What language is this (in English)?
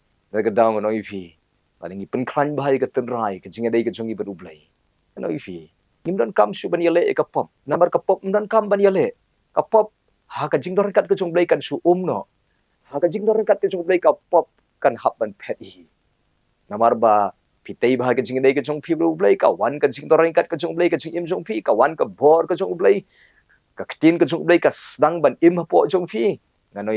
Khasi